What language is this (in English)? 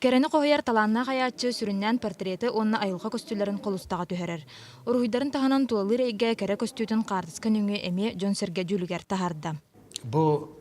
Yakut